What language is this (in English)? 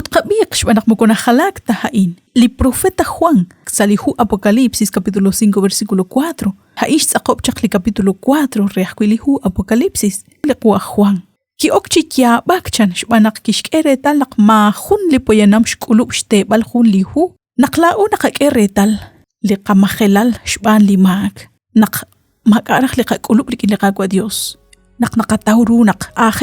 Kekchí